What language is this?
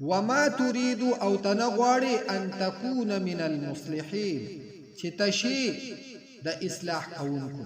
Pashto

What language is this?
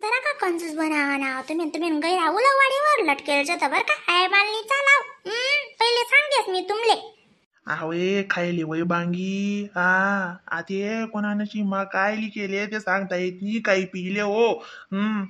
Khandesi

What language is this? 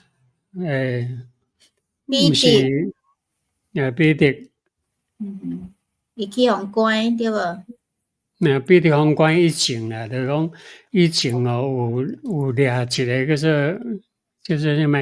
Min Nan Chinese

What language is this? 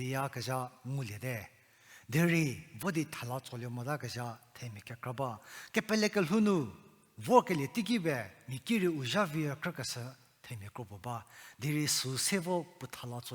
Angami Naga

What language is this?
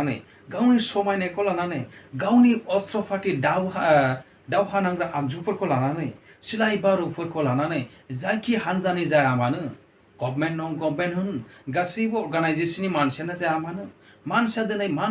Bodo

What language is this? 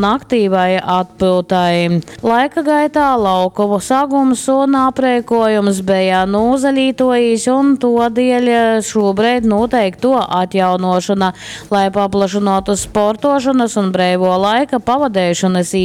Latgalian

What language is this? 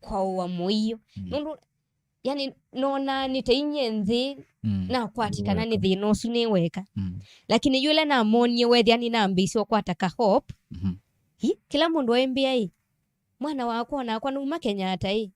Kamba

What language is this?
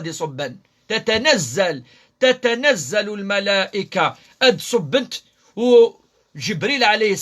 Kabyle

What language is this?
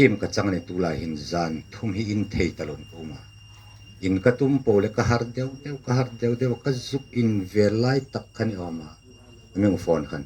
Hmar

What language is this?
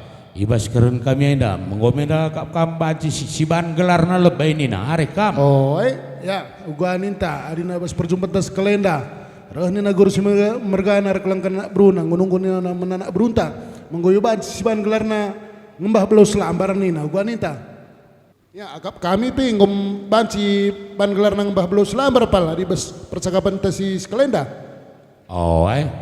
Batak Karo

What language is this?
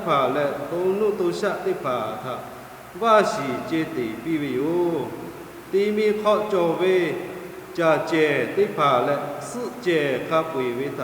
Lahu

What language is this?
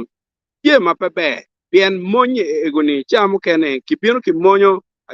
Acoli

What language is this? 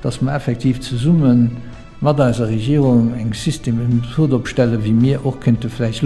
Luxembourgish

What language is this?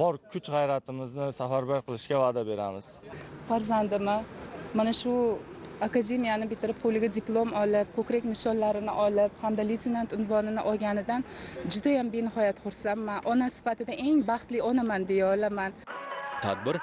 Uzbek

